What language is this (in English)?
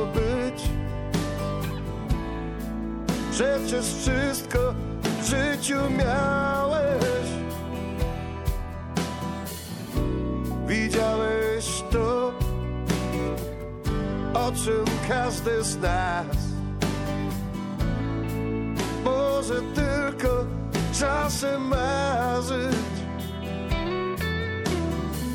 Polish